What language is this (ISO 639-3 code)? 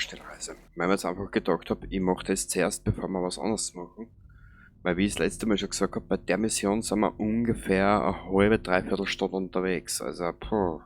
bar